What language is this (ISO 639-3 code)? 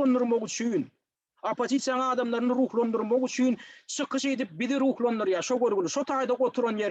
tuk